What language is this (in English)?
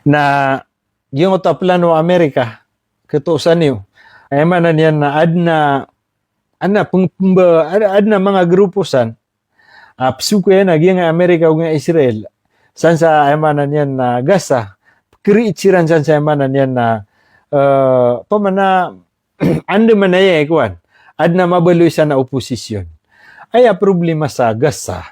Maranao